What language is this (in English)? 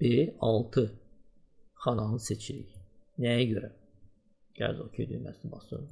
Azerbaijani